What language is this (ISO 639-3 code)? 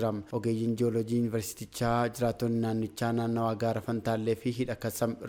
orm